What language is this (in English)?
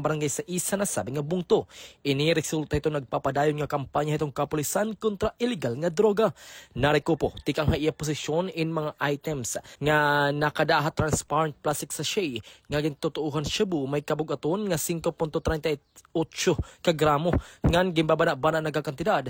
Waray